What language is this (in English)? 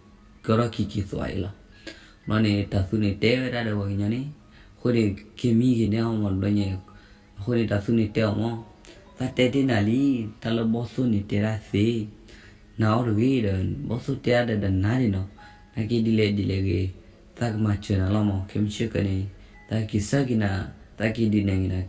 S'gaw Karen